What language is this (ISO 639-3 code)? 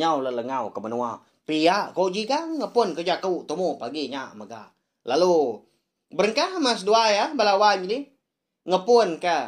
iba